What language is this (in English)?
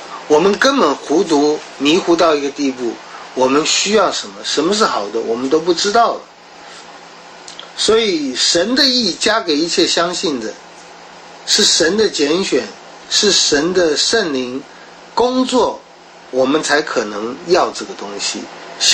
Chinese